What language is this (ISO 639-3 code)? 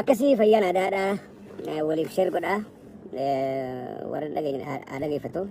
orm